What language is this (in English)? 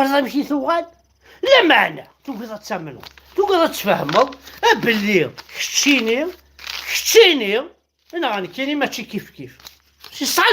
Kabyle